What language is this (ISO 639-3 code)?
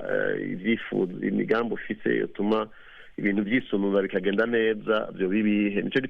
run